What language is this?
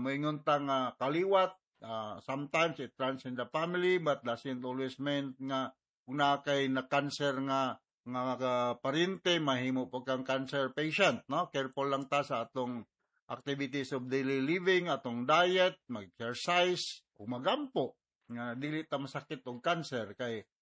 Cebuano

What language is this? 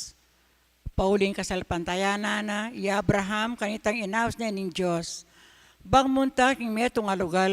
Pampanga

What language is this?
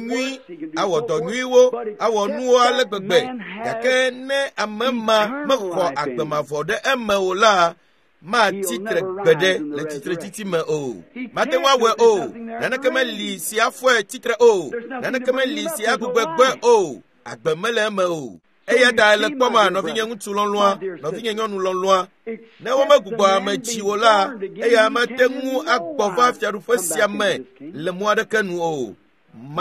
Ewe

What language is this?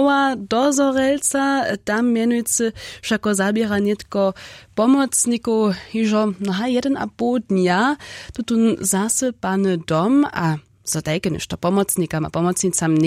Upper Sorbian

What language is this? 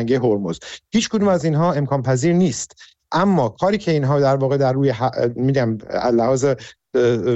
Persian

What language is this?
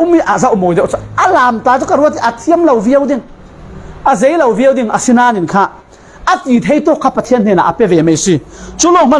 Falam Chin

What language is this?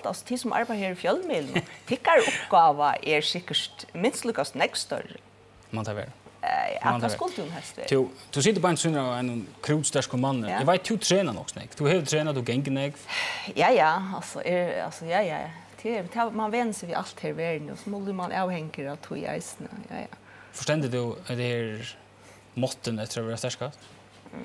Faroese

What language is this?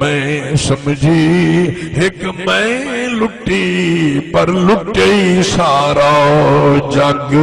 Saraiki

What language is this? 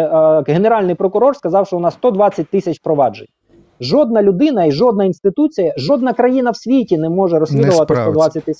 Ukrainian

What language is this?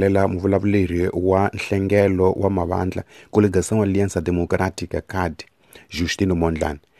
Tsonga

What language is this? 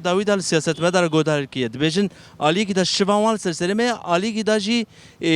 Kurdish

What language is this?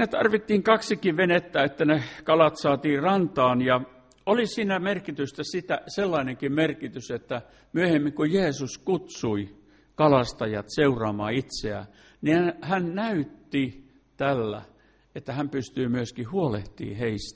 Finnish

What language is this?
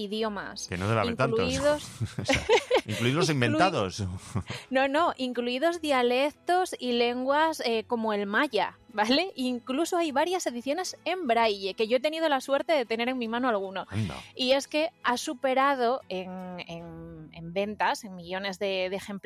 Spanish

